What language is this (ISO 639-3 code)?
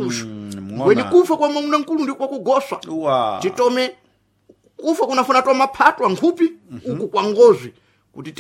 seh